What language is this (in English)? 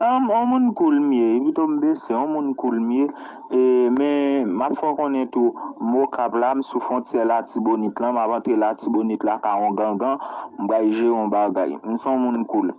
Haitian Creole